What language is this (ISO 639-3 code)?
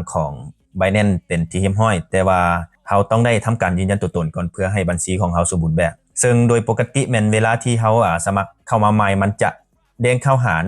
lao